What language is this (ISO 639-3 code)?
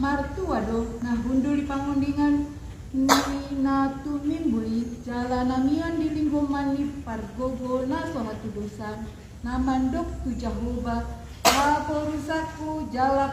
bbc